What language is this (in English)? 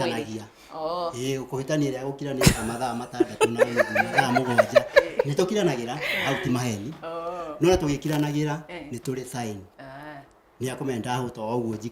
Kikuyu